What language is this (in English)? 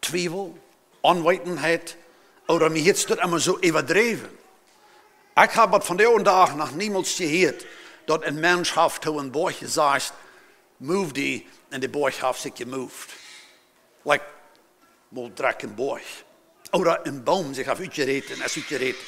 Plautdietsch